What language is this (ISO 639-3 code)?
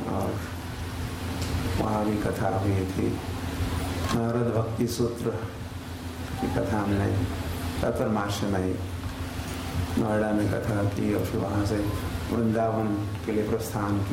hin